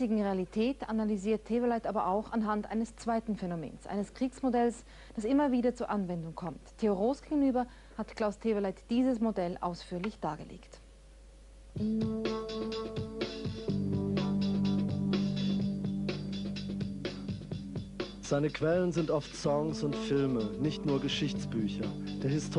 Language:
German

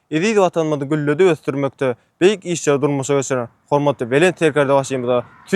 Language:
Turkmen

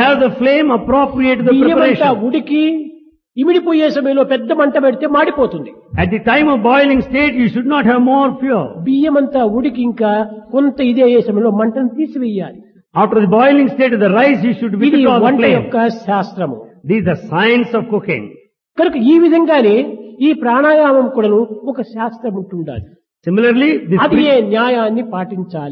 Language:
Telugu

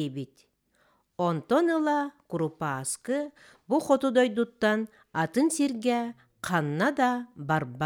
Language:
Yakut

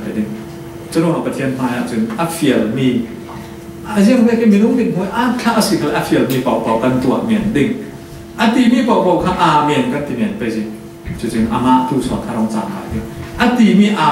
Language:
Falam Chin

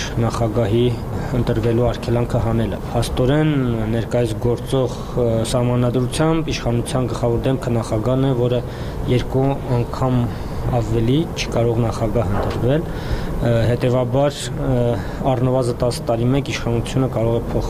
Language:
Armenian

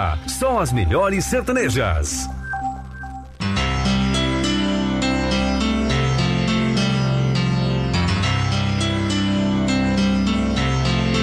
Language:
Portuguese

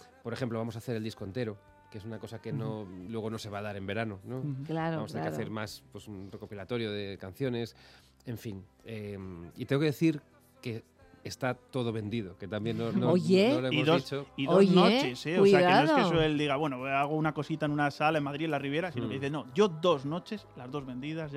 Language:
Spanish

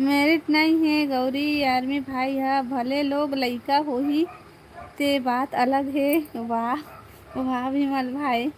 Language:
Chhattisgarhi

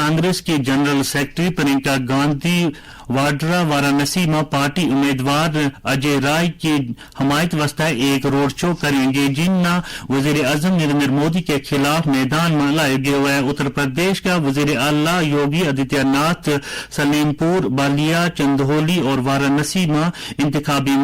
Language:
Gujari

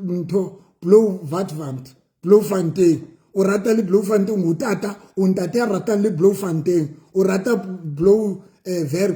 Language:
Southern Sotho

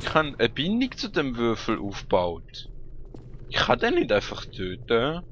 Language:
Swiss German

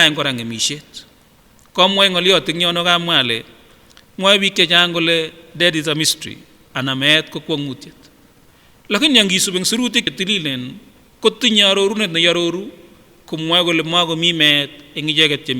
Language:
Kipsigis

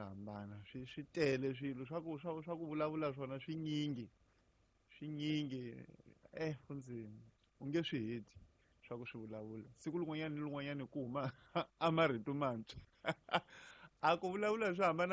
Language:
Tsonga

